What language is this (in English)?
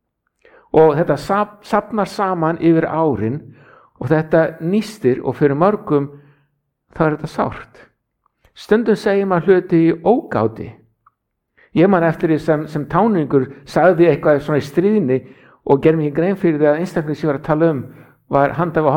Icelandic